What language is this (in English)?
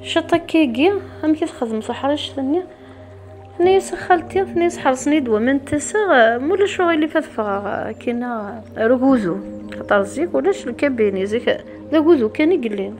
Kabyle